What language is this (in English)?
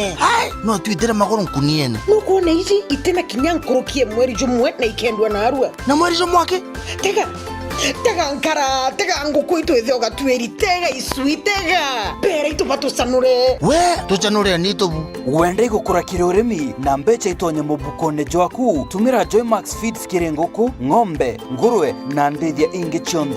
Meru